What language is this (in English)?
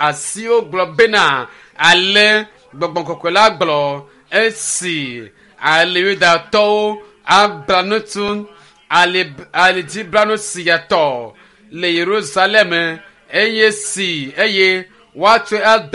Ewe